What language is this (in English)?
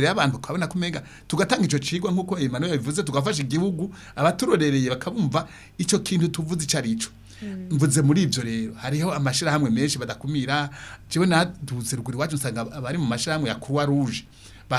Rundi